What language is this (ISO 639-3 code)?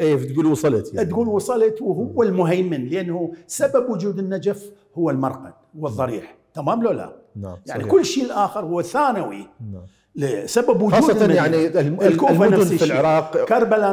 acm